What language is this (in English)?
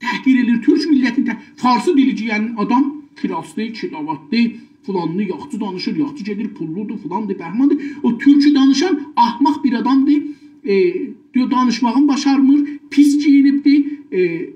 South Azerbaijani